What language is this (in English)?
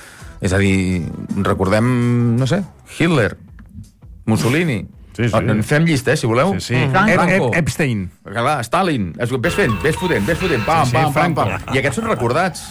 Catalan